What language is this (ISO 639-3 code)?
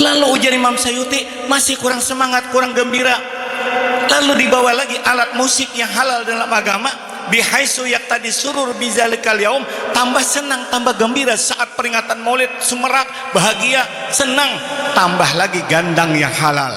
bjn